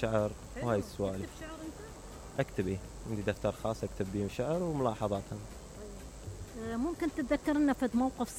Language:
Mesopotamian Arabic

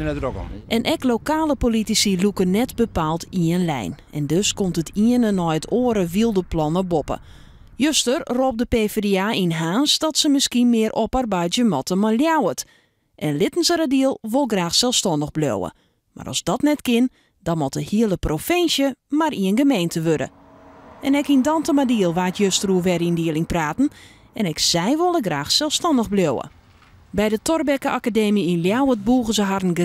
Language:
Western Frisian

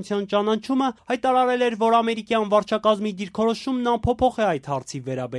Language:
Armenian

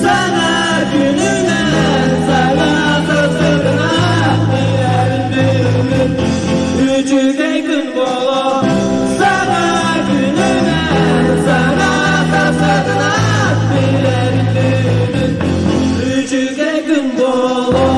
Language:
Yakut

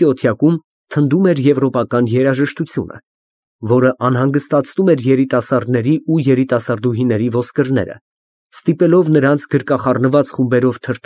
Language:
Armenian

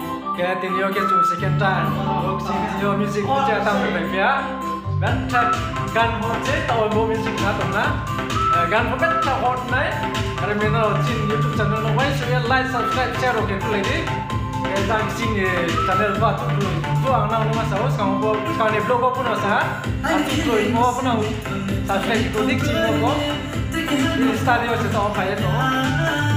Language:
Riang (India)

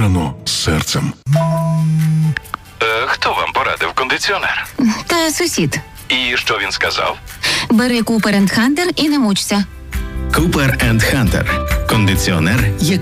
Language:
Ukrainian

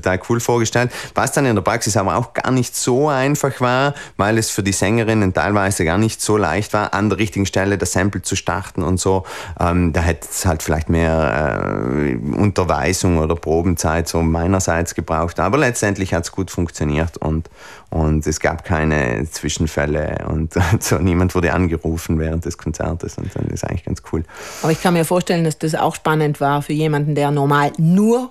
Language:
German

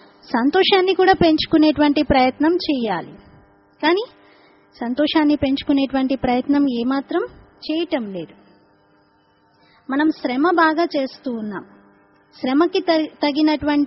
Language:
Telugu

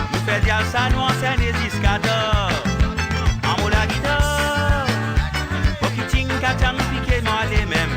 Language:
Morisyen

